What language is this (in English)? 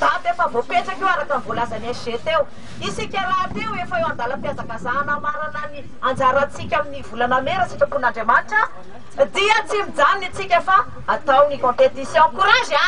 Malagasy